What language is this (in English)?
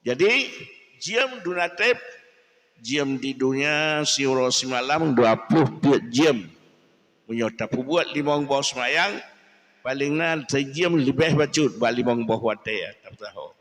Achinese